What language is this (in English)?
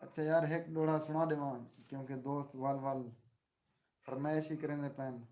Saraiki